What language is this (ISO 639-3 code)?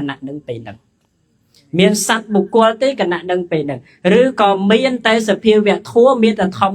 khm